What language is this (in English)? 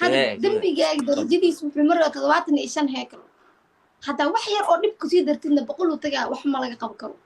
Somali